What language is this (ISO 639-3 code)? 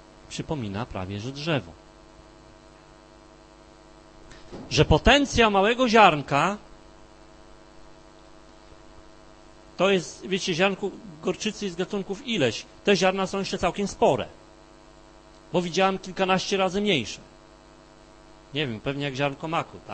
pol